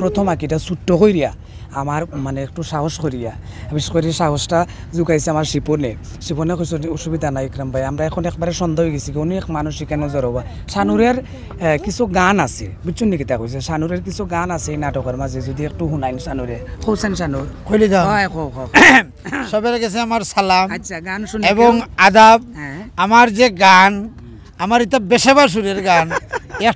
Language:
Sylheti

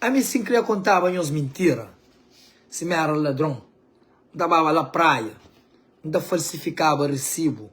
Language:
Kabuverdianu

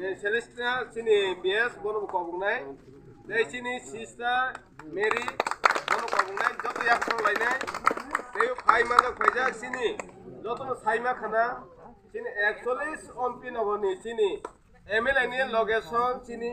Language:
Kok Borok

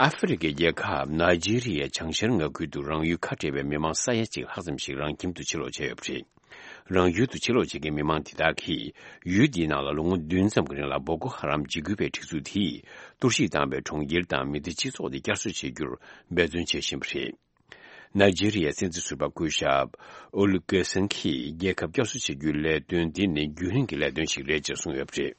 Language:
Tibetan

